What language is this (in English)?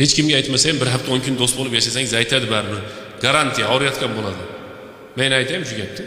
Uzbek